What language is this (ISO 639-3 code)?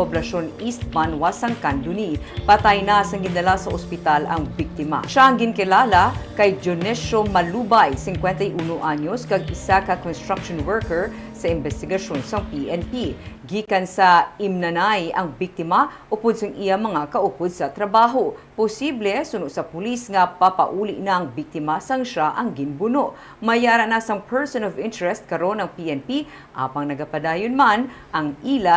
hil